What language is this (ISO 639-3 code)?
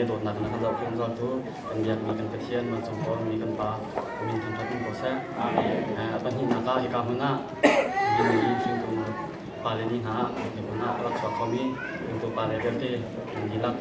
cnh